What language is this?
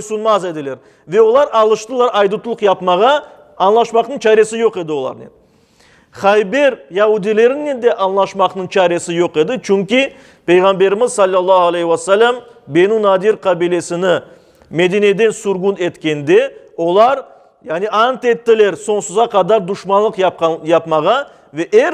Crimean Tatar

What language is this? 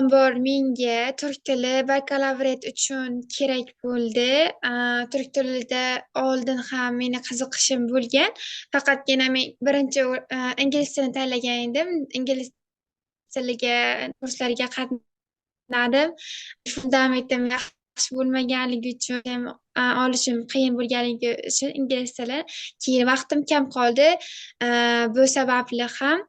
Uzbek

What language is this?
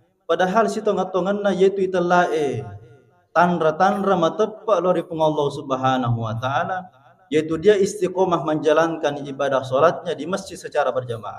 Buginese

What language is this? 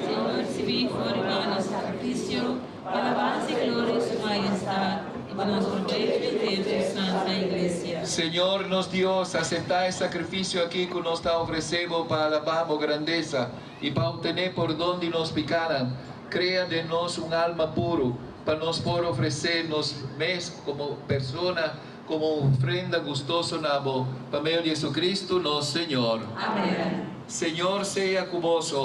Papiamento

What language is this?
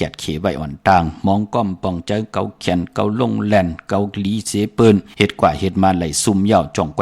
Shan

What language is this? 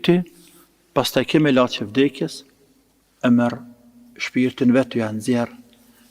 Albanian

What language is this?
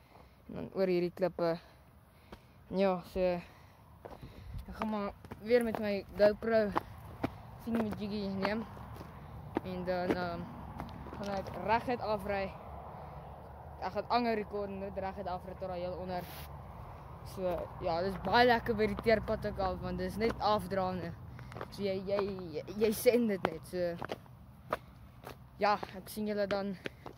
Afrikaans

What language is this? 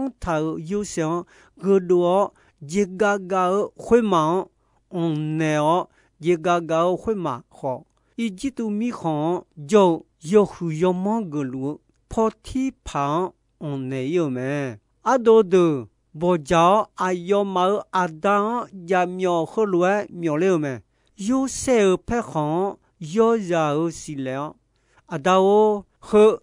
Akha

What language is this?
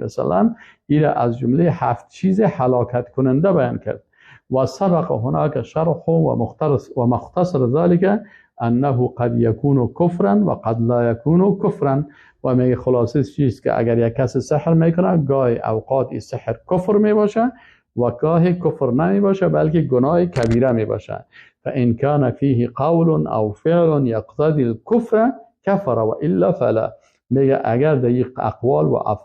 Persian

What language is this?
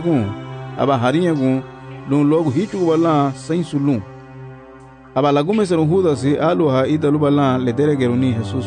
Garifuna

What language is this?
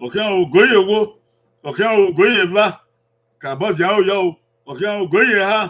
Bini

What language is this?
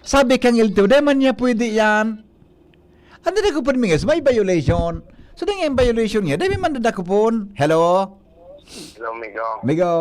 Bikol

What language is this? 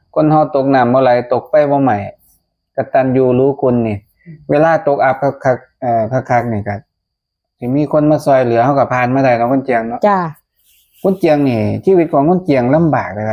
Northeastern Thai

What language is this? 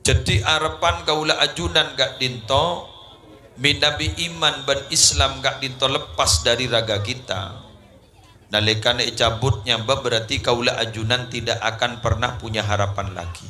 Madurese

